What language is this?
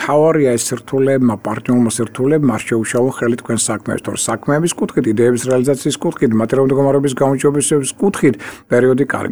Georgian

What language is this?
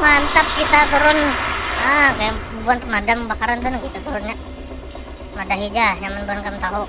Banjar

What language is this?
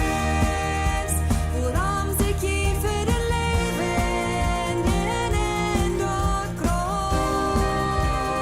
Plautdietsch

